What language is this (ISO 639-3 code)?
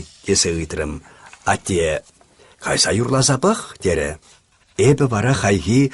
chv